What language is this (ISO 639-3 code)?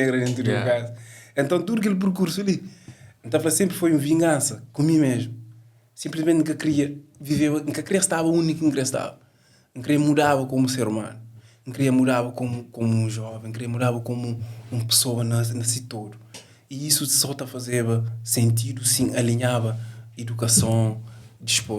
kea